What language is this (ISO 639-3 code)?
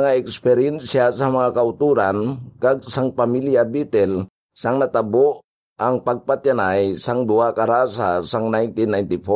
hil